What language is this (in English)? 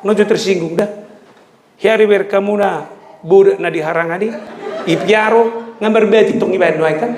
Batak Toba